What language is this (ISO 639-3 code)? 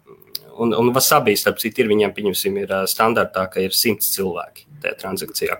lav